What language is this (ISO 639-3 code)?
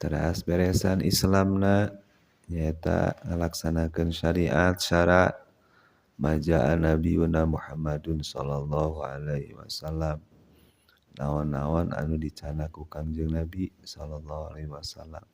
sun